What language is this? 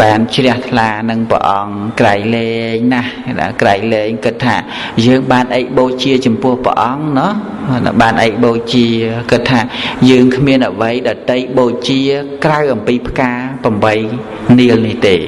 Khmer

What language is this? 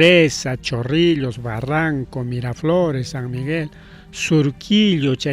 Ayacucho Quechua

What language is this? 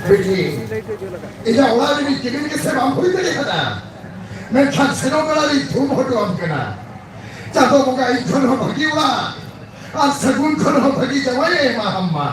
Santali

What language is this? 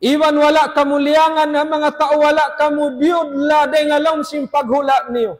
Tausug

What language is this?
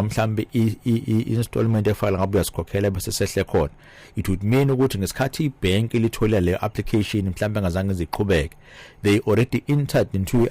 Zulu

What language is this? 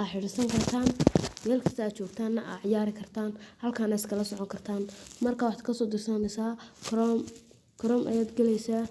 Somali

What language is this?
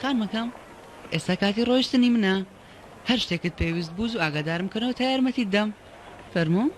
Central Kurdish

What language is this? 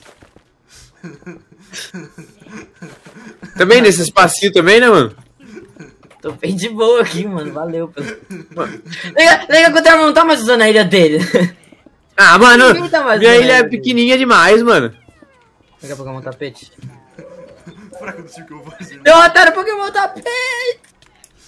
Portuguese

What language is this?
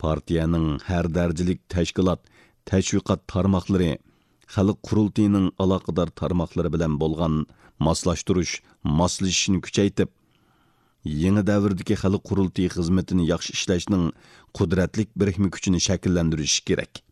Uyghur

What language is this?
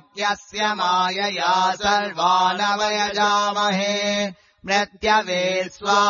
Sanskrit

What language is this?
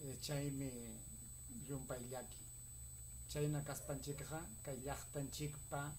Ayacucho Quechua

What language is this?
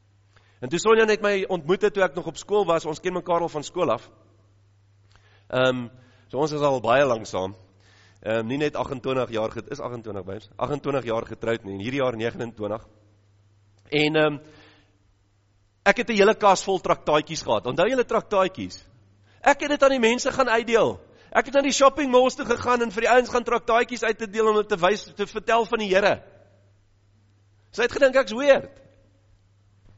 Afrikaans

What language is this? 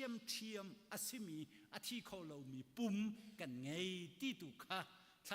Hakha Chin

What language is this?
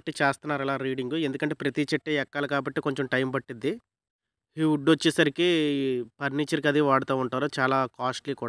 Telugu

